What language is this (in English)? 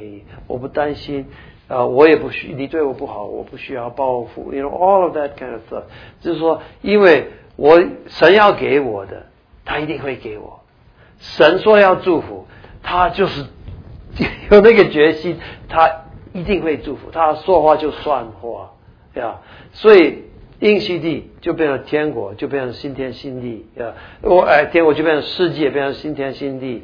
Chinese